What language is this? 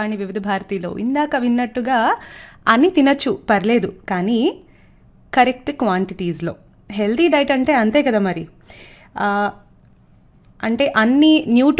Telugu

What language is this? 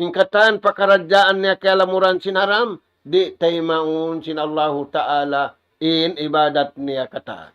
Tausug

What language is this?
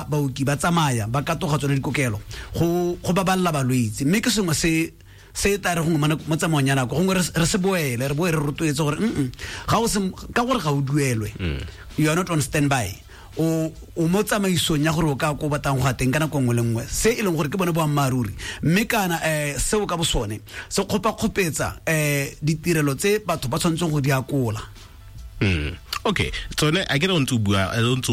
Tswana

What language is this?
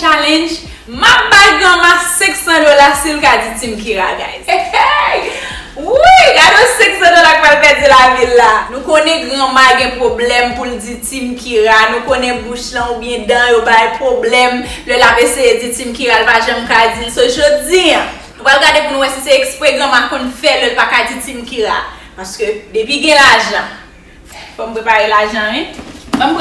Haitian Creole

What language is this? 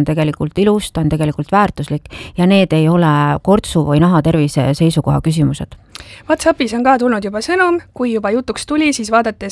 Estonian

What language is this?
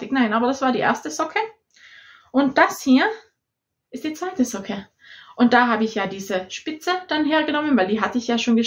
German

